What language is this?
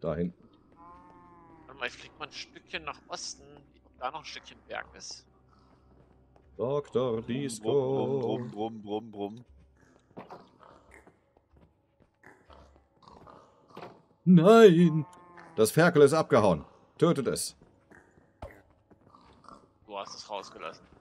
German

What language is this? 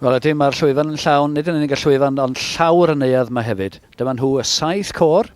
Welsh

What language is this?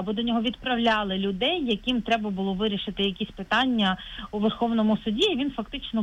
Ukrainian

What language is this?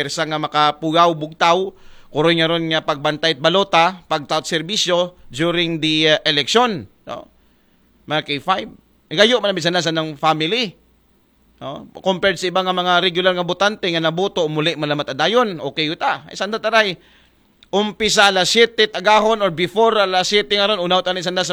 Aklanon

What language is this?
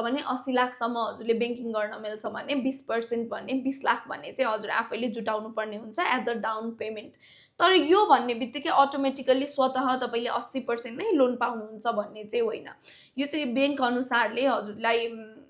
Nepali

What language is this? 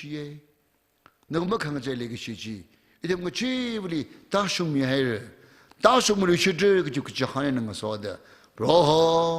Tangkhul Naga (India)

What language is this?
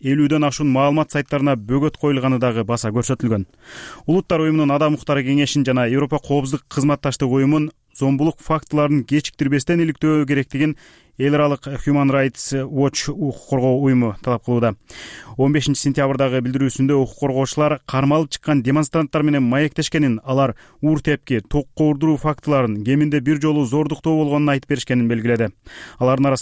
Kyrgyz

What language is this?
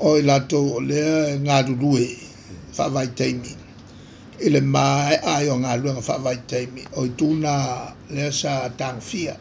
Samoan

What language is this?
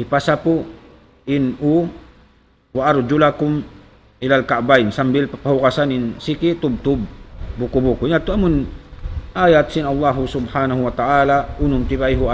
Tausug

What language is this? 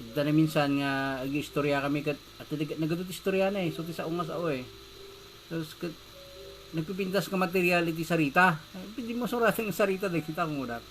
Iloko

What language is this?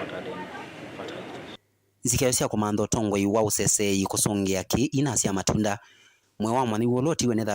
Kamba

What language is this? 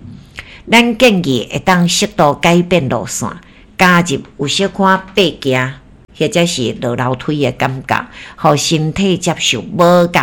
Min Nan Chinese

